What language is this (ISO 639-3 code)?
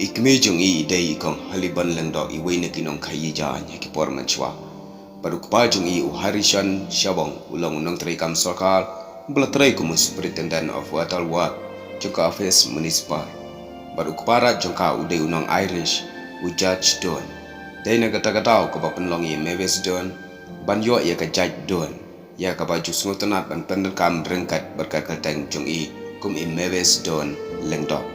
kha